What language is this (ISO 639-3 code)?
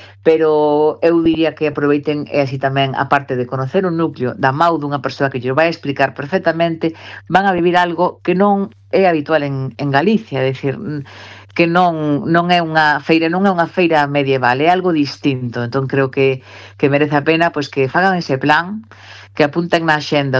glg